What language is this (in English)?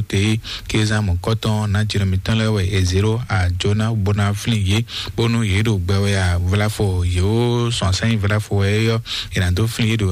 Fon